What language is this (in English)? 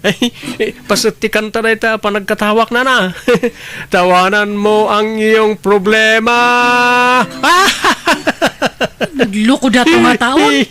Iloko